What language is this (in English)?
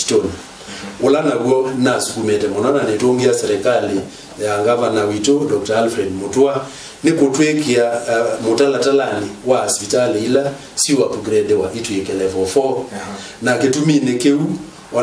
Kamba